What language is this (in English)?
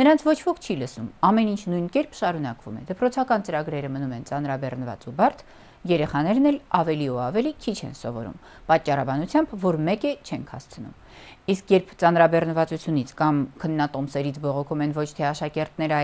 Armenian